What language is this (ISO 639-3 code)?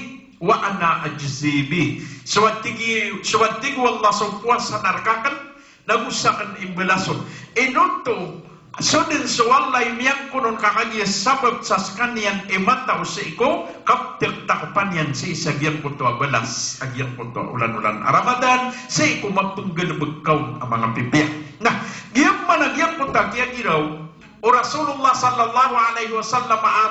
mrw